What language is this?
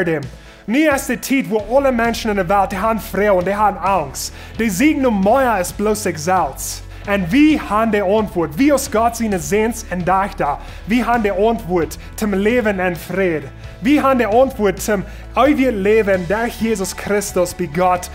Plautdietsch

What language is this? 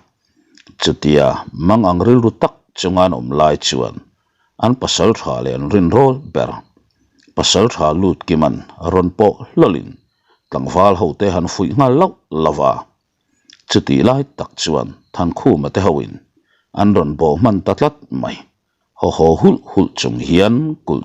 Mizo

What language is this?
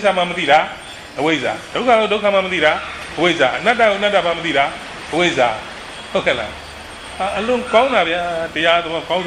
Burmese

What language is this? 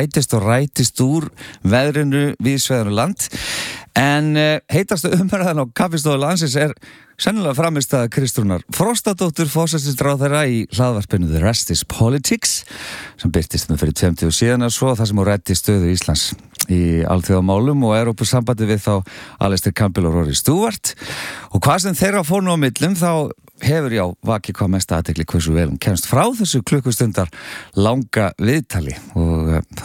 Icelandic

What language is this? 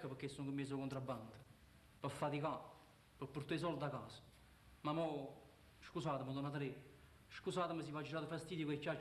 Neapolitan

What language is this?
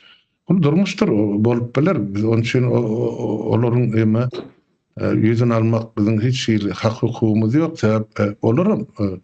Turkmen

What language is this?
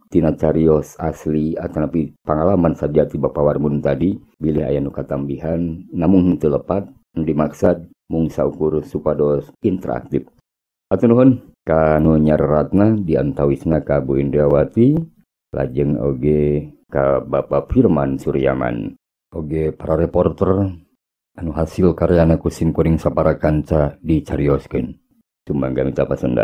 Sundanese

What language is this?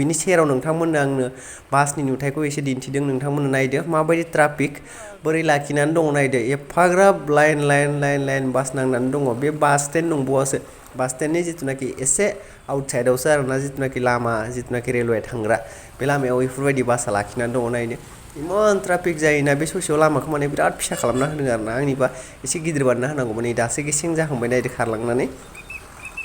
Bodo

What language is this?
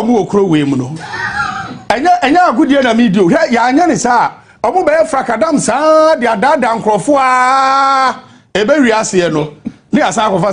Akan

